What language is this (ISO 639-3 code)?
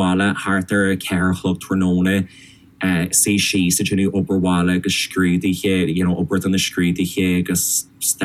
gle